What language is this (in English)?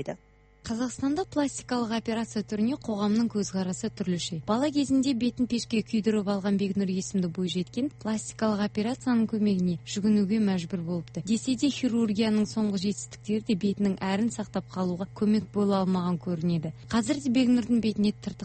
Kazakh